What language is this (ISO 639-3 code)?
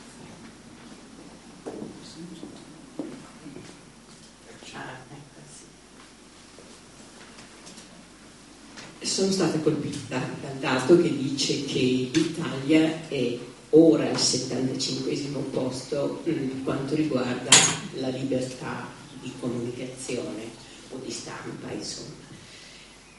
ita